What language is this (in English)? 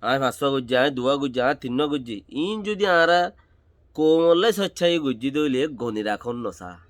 Rohingya